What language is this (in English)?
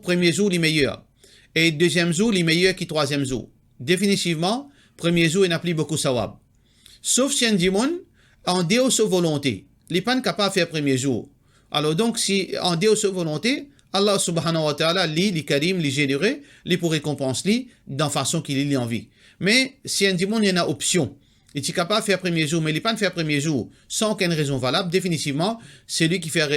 Morisyen